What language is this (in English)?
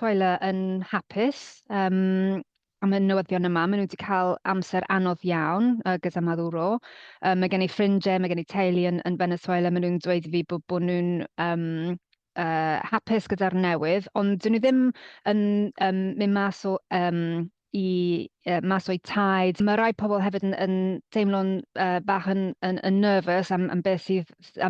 Welsh